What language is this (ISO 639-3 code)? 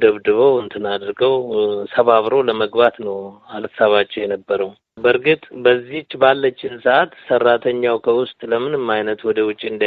amh